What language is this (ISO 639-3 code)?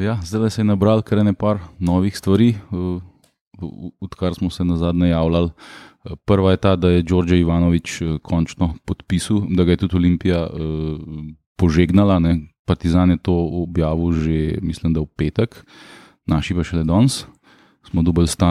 slv